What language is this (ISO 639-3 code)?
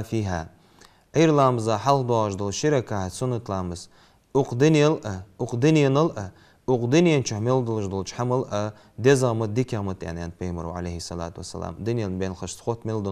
inh